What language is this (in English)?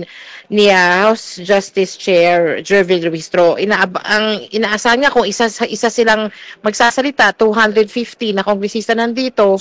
Filipino